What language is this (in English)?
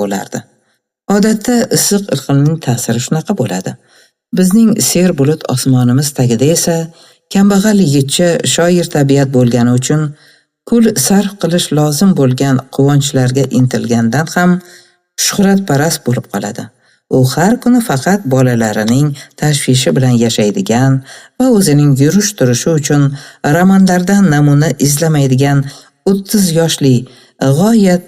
Uzbek